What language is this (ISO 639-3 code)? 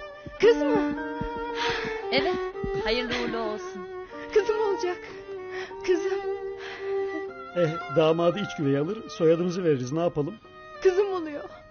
tur